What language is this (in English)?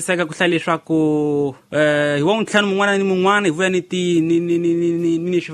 Tsonga